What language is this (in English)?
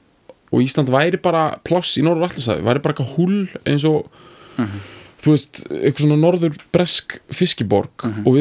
Icelandic